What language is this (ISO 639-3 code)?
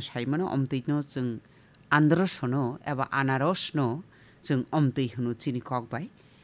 trp